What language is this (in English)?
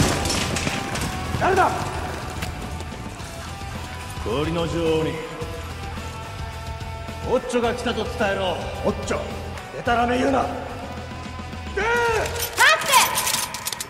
Japanese